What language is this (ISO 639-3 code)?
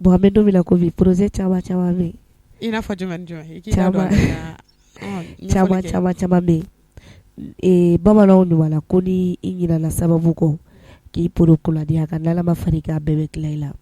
bam